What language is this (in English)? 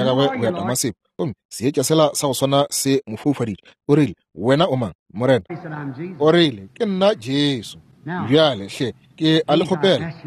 Northern Sotho